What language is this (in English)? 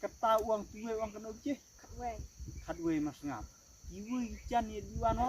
Khasi